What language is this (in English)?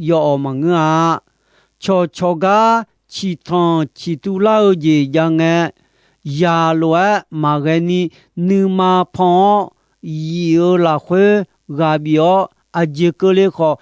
Akha